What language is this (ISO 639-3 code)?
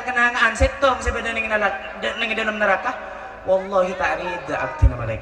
mad